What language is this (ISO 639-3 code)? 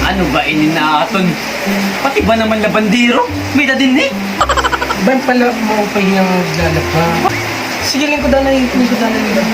war